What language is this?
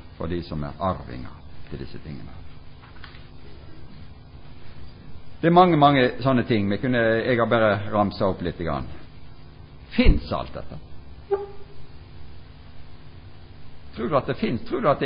Norwegian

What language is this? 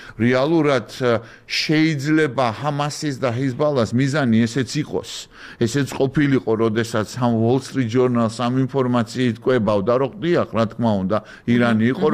Georgian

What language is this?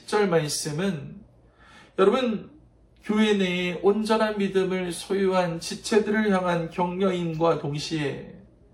Korean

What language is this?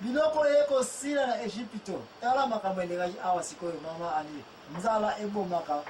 Lingala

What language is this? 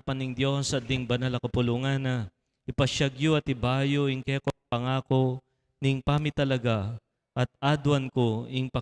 Pampanga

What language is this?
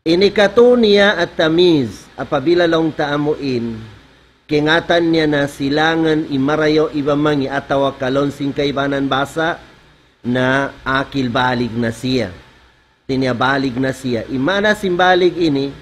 Tausug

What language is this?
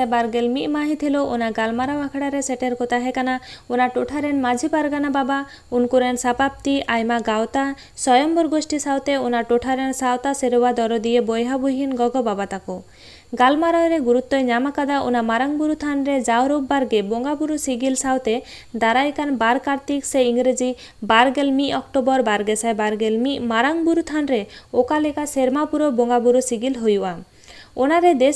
Santali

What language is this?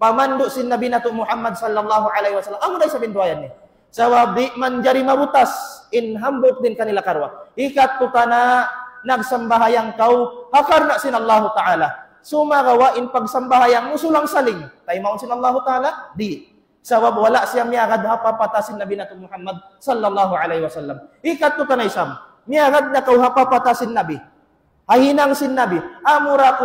Tausug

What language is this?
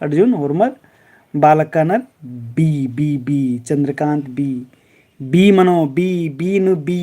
Kurukh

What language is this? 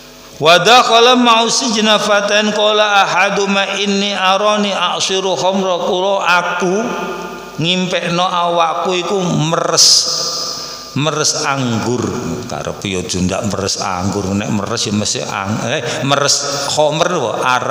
Javanese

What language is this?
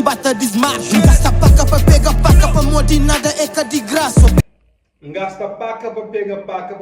Kabuverdianu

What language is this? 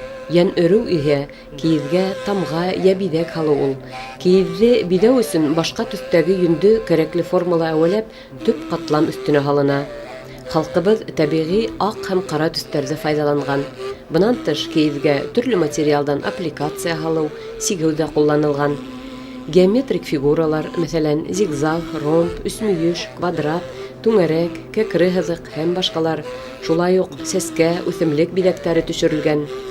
Bashkir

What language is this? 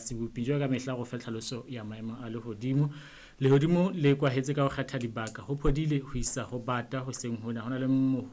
Southern Sotho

